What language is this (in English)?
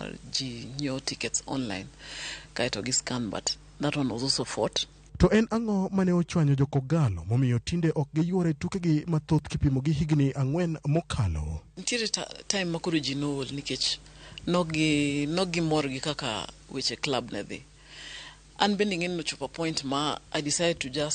Luo (Kenya and Tanzania)